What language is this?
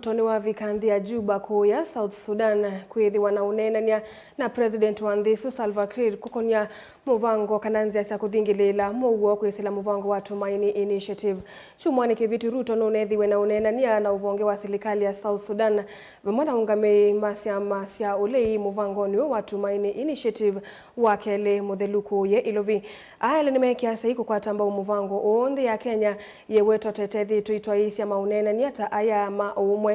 Kamba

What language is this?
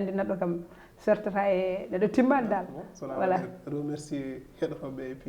Fula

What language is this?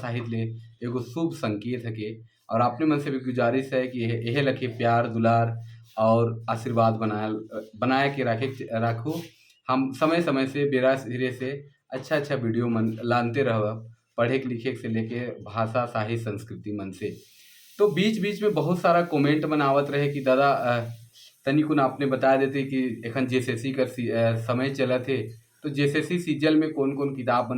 Sadri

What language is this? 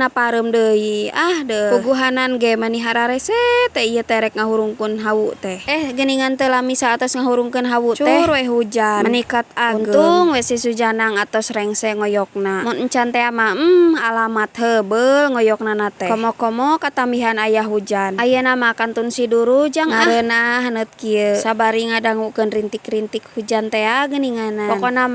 Sundanese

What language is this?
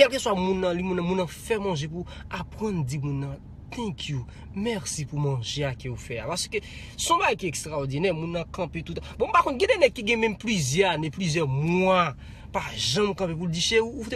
Haitian Creole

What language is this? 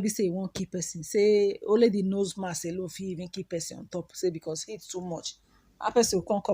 Nigerian Pidgin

